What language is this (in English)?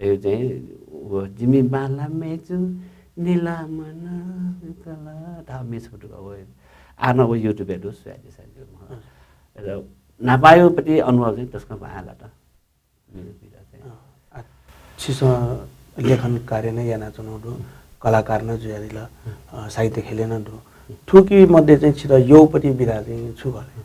Newari